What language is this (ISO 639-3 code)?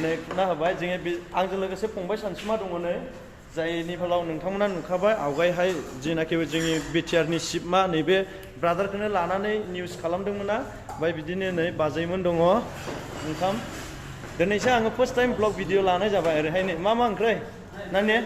brx